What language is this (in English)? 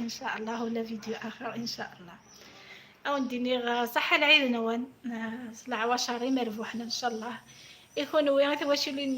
Algerian Arabic